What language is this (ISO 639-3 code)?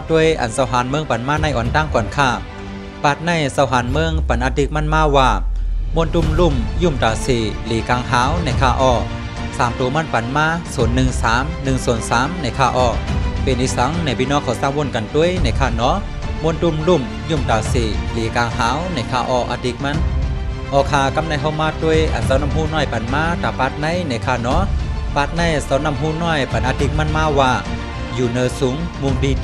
shn